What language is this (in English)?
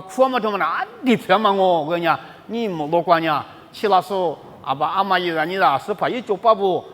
Lisu